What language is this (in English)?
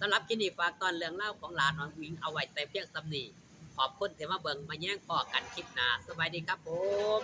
Northeastern Thai